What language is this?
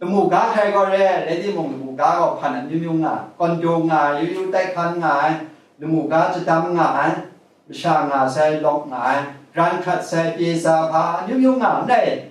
Kachin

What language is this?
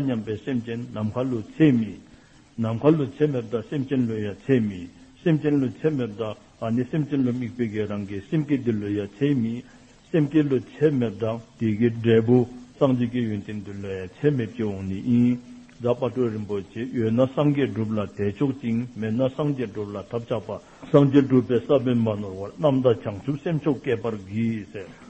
Dzongkha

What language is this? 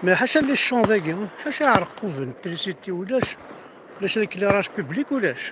Kabyle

